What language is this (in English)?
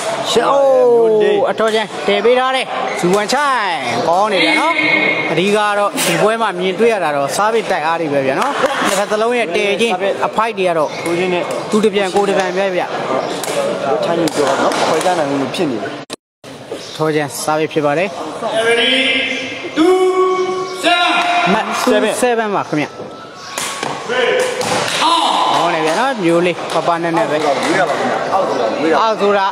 Burmese